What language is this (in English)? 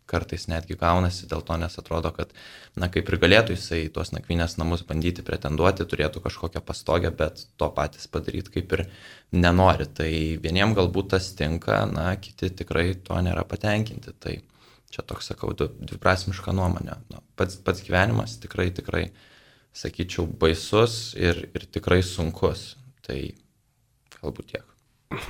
Lithuanian